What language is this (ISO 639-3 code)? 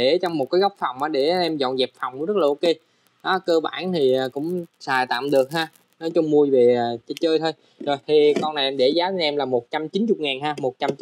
vie